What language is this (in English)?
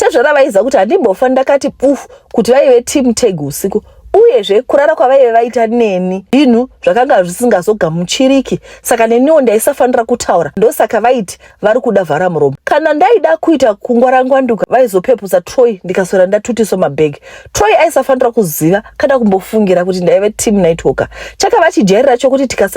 Shona